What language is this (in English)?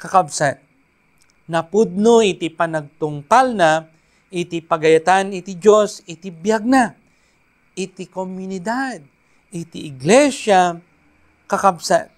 Iloko